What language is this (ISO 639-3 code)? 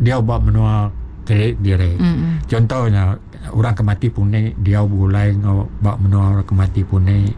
iba